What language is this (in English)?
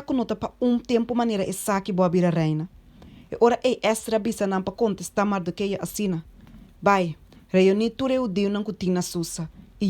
Papiamento